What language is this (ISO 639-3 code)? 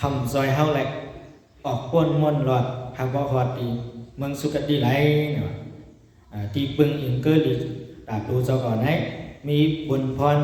shn